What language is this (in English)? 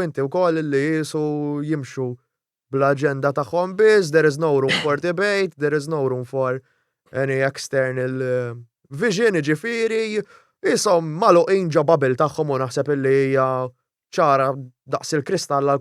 Maltese